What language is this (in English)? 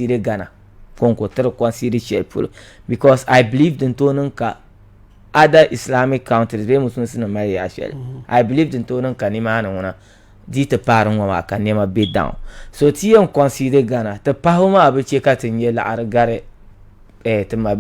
Dagbani